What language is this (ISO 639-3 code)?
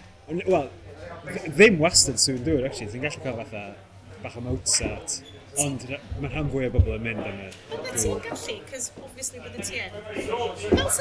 cym